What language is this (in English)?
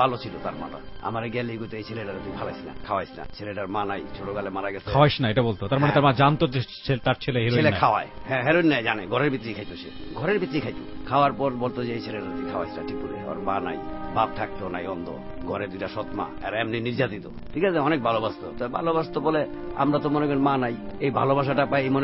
Bangla